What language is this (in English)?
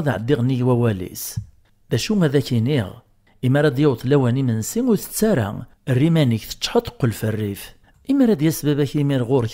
Kabyle